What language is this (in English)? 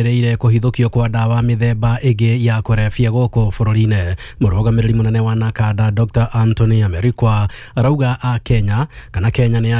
Kikuyu